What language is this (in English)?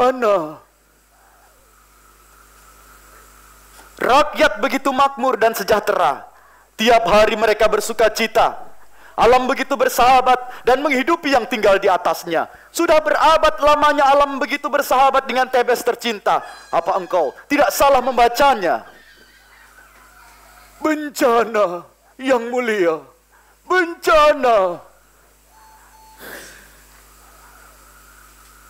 Indonesian